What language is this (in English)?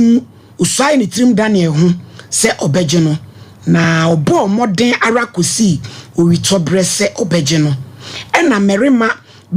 Akan